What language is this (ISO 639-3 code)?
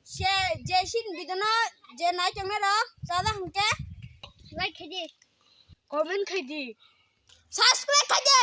trp